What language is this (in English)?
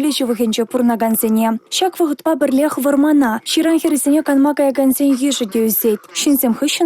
Chuvash